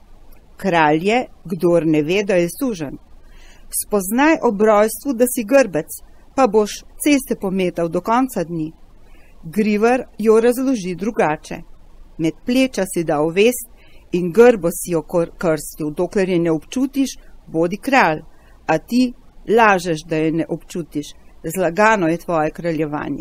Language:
Slovenian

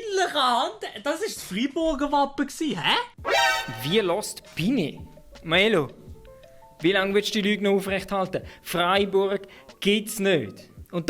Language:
Swiss German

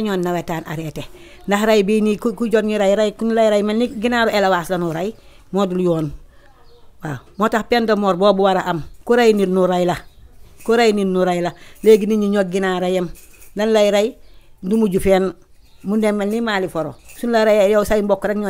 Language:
Wolof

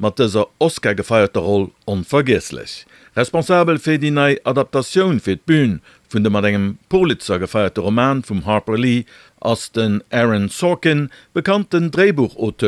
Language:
Luxembourgish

